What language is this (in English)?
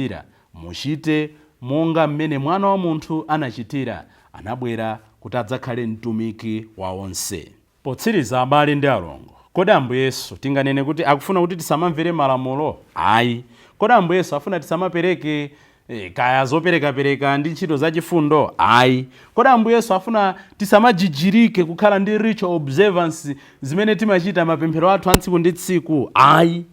Nyanja